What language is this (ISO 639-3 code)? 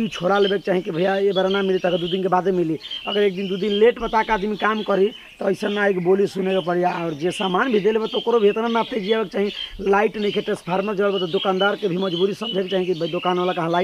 bho